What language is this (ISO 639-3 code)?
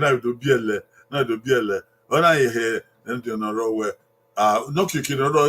bin